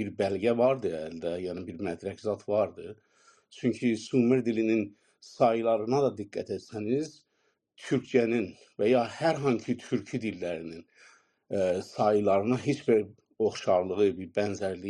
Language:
South Azerbaijani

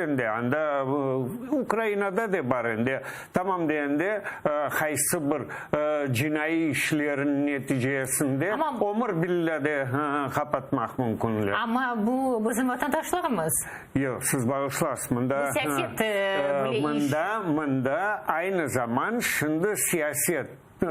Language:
Crimean Tatar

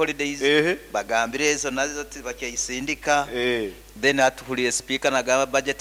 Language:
Nyankole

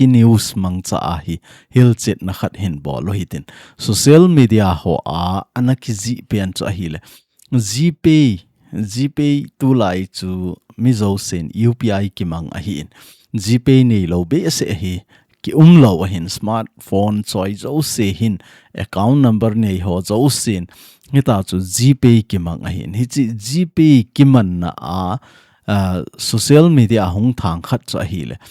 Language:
Thado Chin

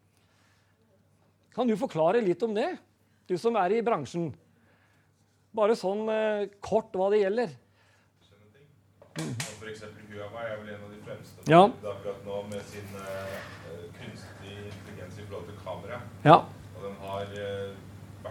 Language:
Norwegian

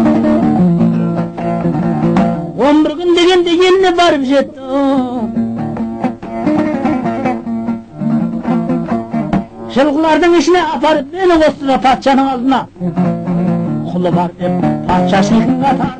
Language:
Kazakh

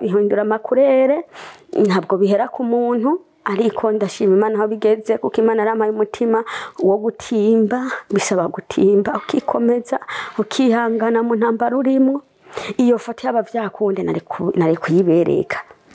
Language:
Rundi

